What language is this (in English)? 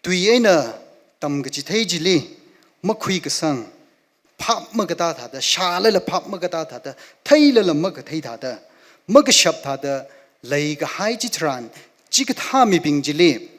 Tangkhul Naga (India)